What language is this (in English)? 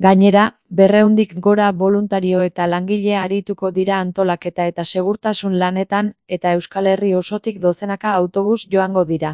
Basque